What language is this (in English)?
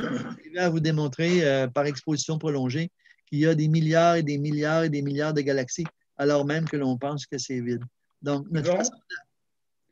French